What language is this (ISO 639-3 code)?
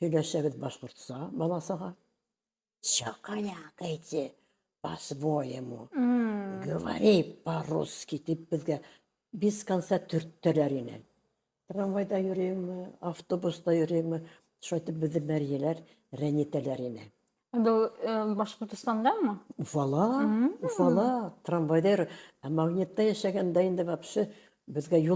bak